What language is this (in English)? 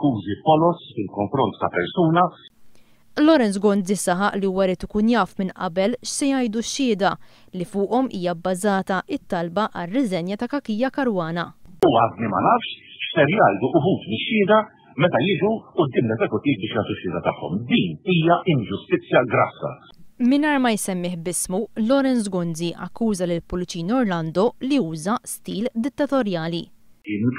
Maltese